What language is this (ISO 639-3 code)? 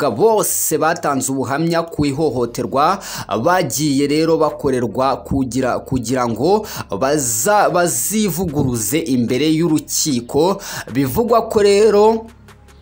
kin